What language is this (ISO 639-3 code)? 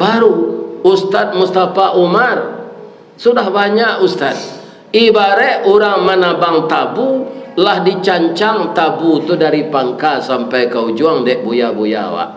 min